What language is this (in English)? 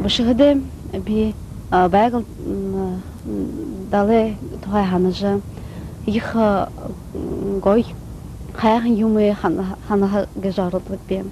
Buriat